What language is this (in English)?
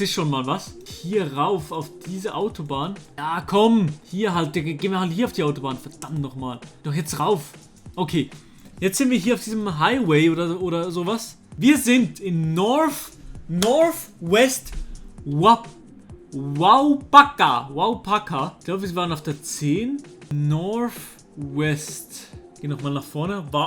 Swiss German